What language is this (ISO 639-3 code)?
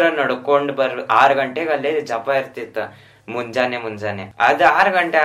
kan